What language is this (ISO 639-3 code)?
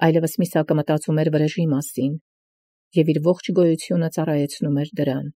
hye